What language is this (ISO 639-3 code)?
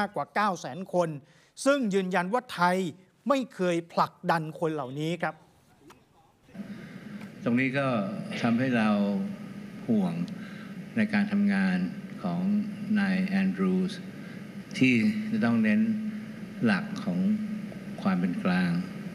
tha